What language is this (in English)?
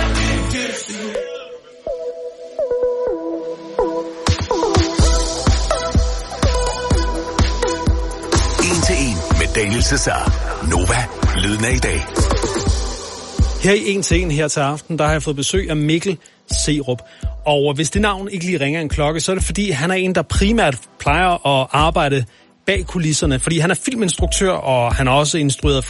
Danish